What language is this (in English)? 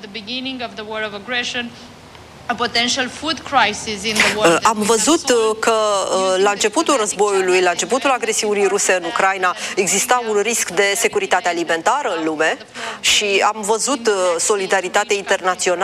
Romanian